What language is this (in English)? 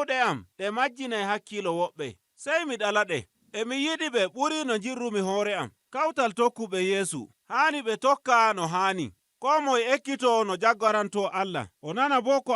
Nigerian Fulfulde